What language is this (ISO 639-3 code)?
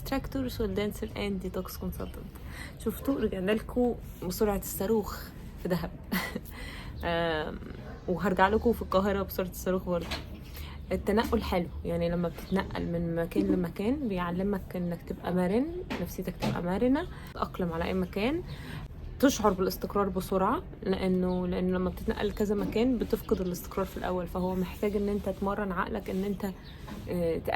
arz